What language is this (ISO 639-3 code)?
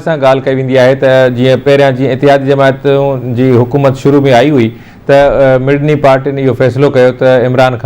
snd